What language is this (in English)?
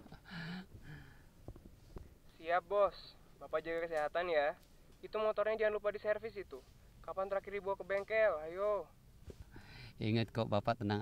Indonesian